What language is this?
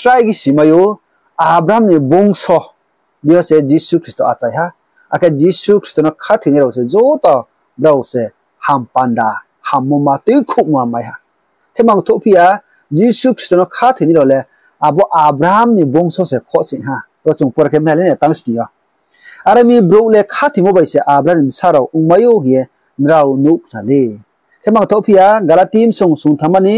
Riang (India)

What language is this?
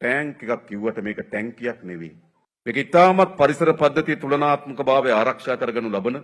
Sinhala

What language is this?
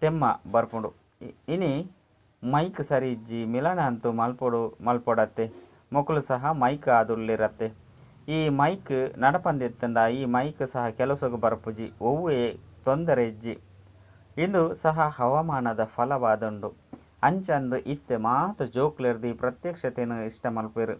Tulu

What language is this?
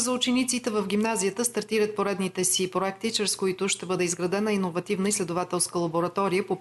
Bulgarian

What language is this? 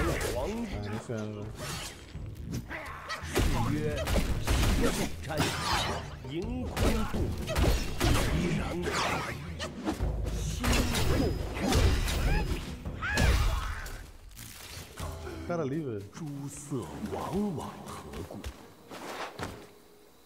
Portuguese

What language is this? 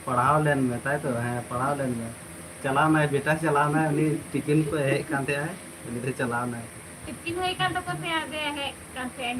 Santali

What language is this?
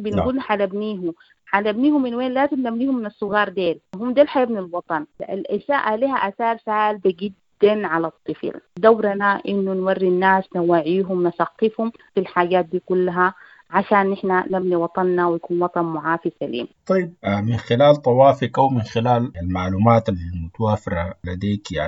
Sudanese Arabic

